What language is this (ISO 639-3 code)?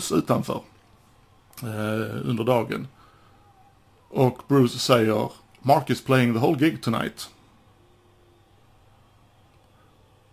swe